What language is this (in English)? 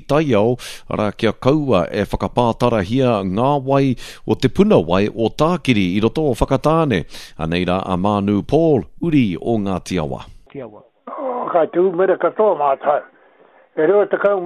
Māori